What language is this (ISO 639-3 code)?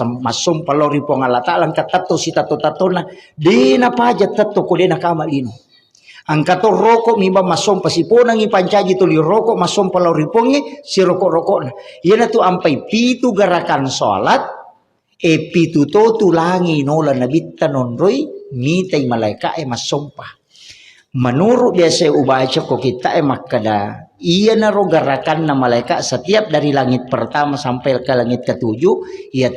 bug